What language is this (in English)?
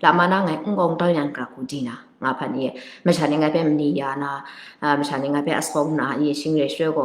Kachin